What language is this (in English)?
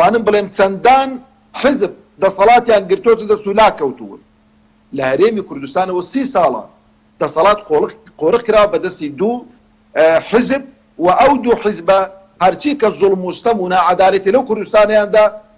Central Kurdish